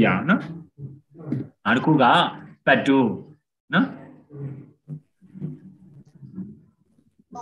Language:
Burmese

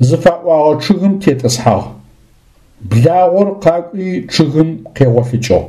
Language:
Adyghe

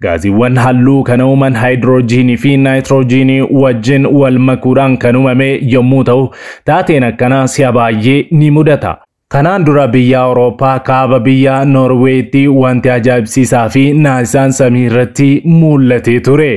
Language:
Oromo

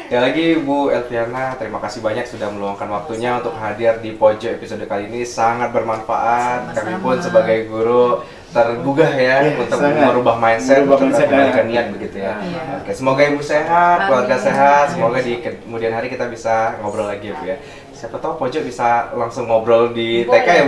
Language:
Indonesian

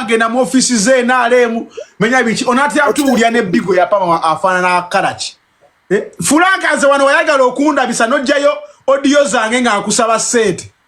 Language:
Ganda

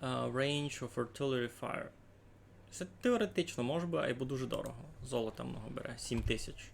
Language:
Rusyn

